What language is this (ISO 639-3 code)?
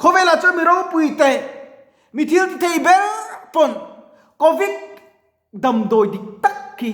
lus